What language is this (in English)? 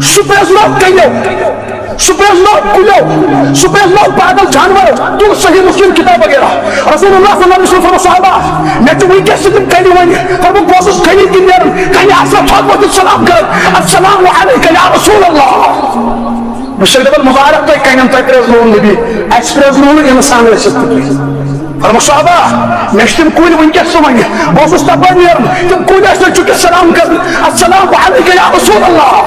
Kashmiri